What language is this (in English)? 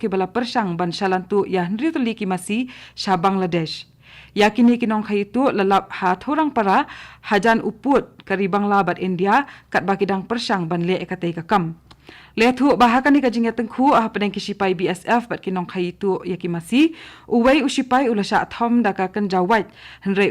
Khasi